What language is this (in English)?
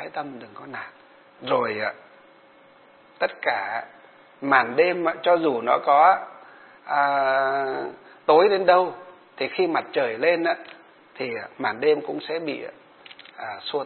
Vietnamese